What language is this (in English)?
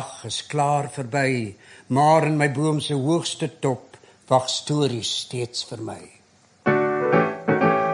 Afrikaans